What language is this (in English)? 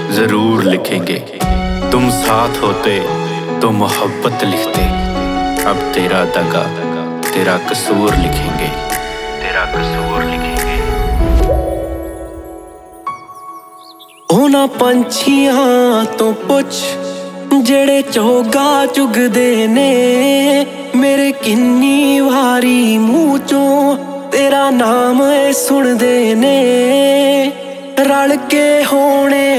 Punjabi